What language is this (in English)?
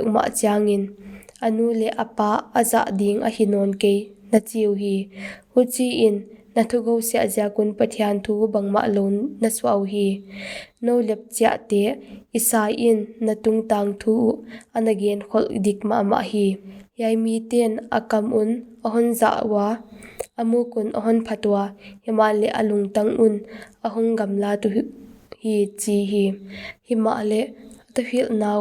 Paite Chin